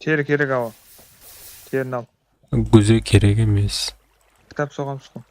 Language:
Kara-Kalpak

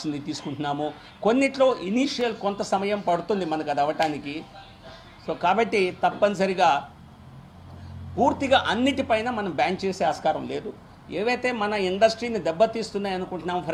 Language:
Telugu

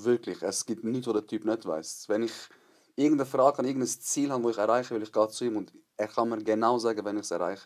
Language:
Swiss German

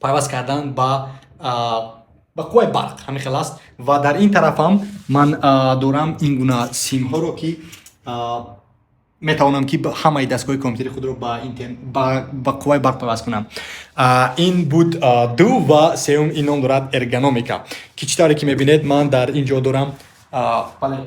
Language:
Tajik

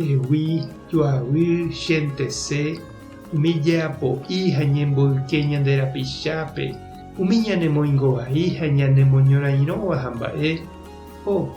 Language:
Guarani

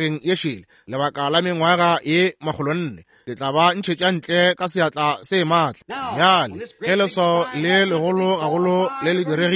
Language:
Northern Sotho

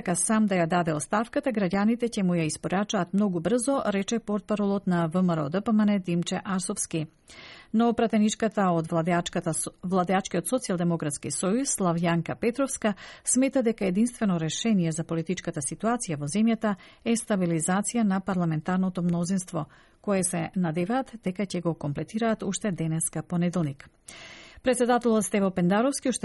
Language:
Macedonian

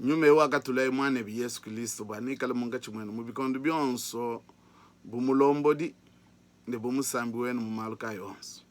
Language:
Luba-Lulua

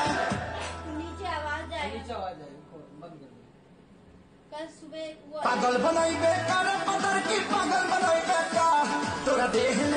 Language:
Bhojpuri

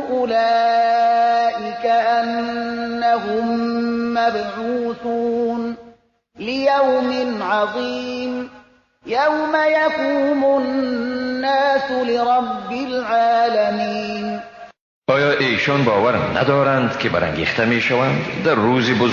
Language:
Persian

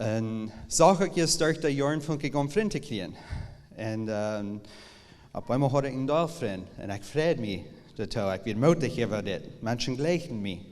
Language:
Plautdietsch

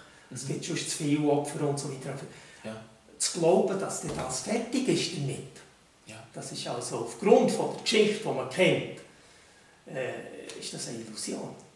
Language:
Swiss German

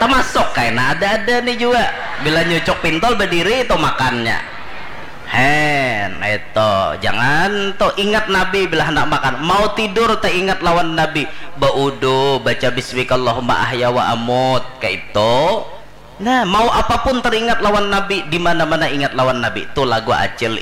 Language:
Banjar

